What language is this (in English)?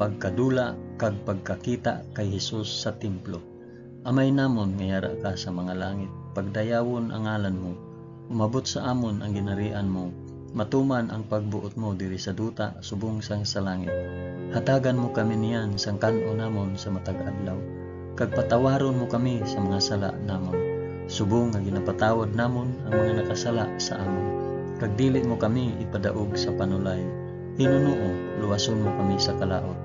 Hiligaynon